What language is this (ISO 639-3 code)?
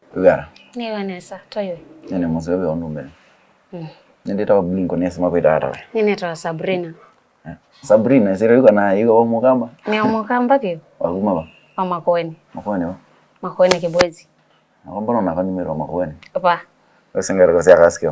kam